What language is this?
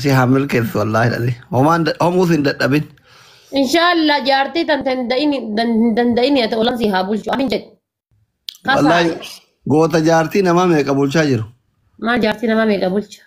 Oromo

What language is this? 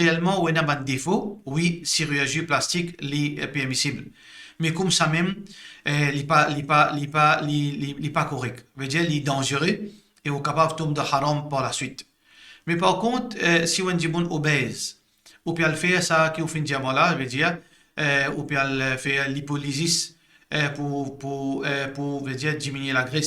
Morisyen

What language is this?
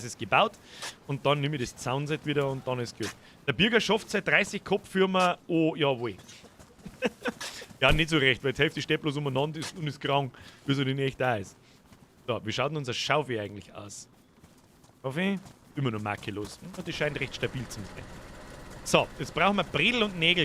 Bavarian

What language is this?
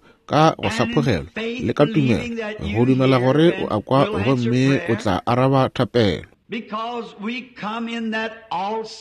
Northern Sotho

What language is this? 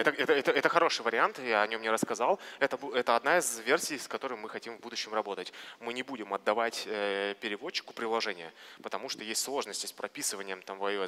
Russian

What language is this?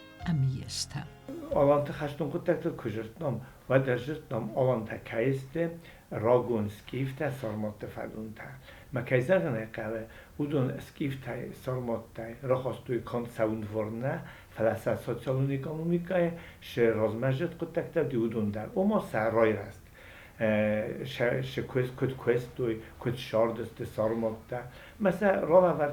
Ossetic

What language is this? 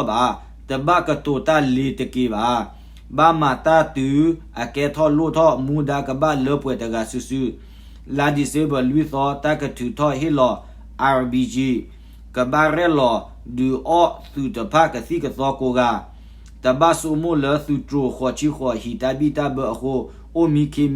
S'gaw Karen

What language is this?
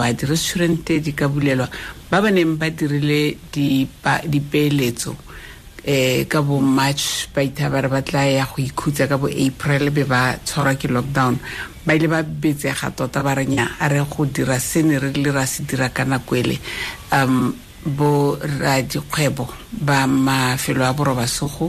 Tswana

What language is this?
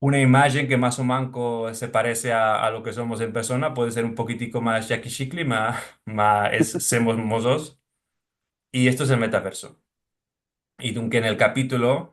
Ladino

